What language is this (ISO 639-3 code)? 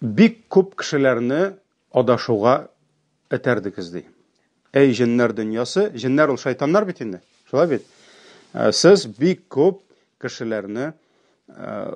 tat